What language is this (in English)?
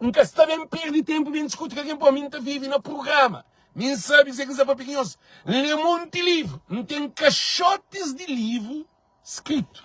Kabuverdianu